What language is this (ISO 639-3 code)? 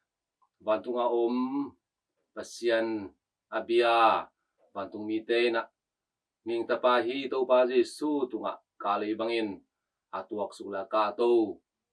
ctd